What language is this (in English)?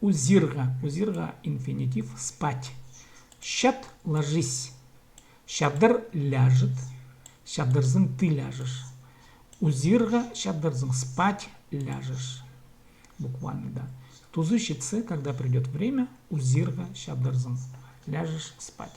Khakas